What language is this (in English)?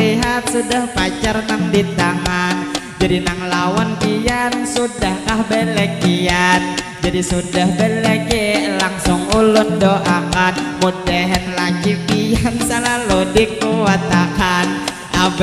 Banjar